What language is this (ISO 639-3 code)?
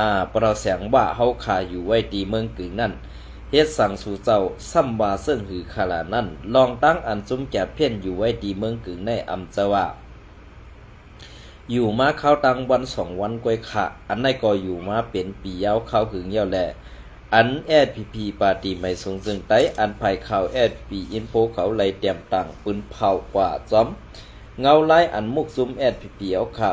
shn